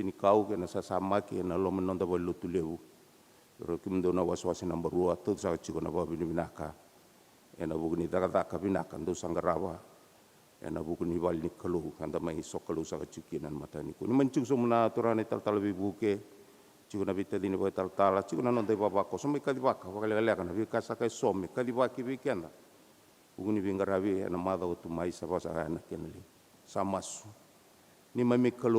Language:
Fijian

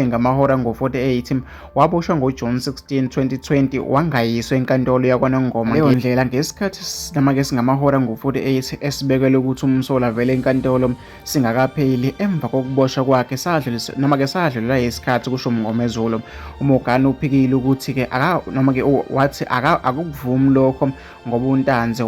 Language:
Zulu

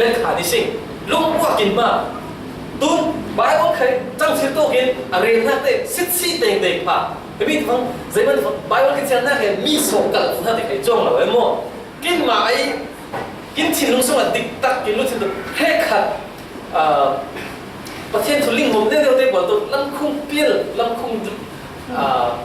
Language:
Falam Chin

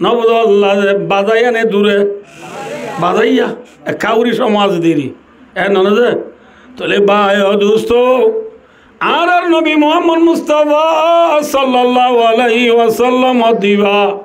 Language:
Rohingya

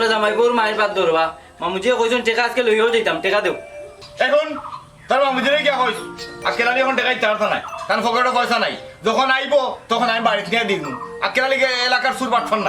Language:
Sylheti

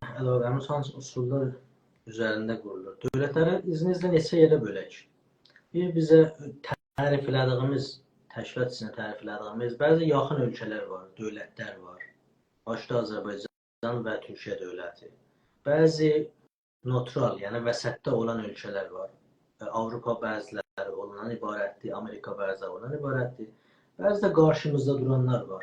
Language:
South Azerbaijani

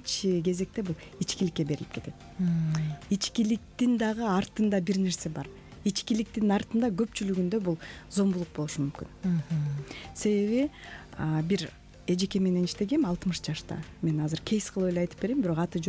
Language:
Kyrgyz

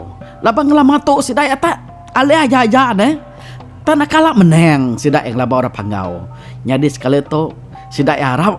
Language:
Iban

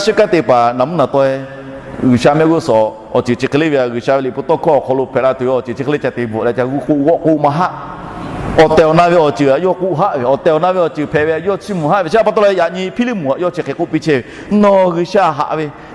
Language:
Lahu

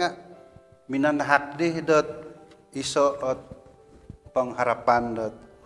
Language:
Central Dusun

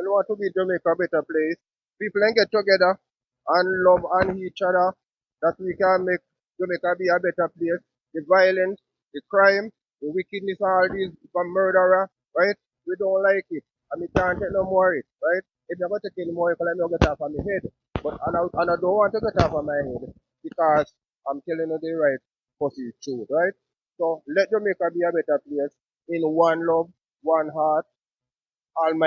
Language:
Jamaican Creole English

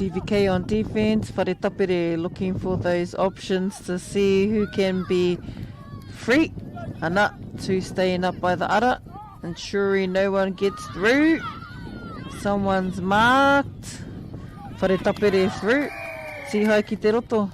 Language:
Māori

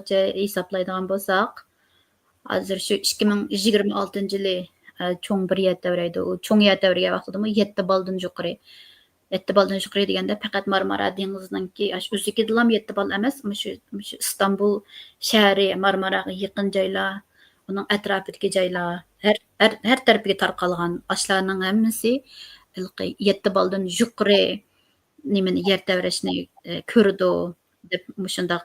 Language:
Uyghur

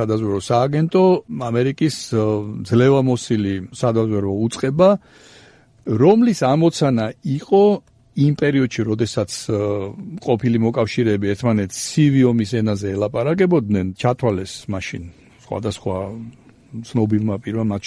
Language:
Georgian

